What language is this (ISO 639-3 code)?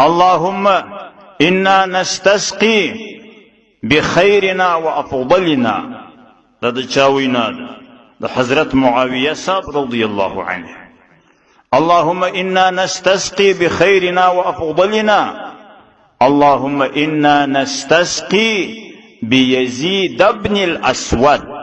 pus